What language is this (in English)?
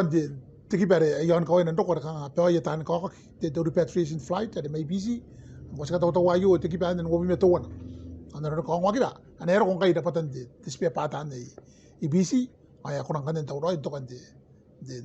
Gilbertese